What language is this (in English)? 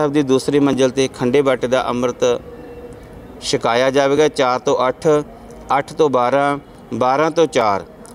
Punjabi